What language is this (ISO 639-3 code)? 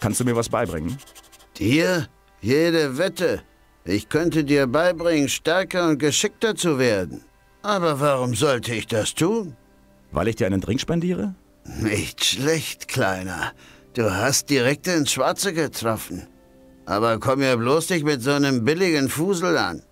bar